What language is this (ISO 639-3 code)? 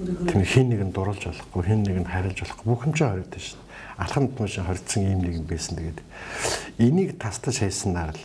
mon